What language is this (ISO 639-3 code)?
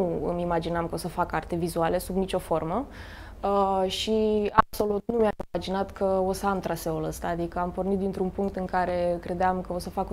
ron